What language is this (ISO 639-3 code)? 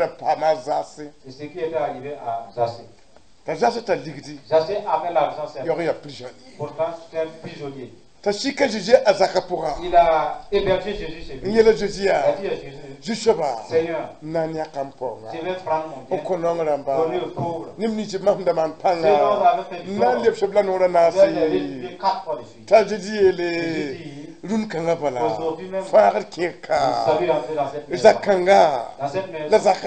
mos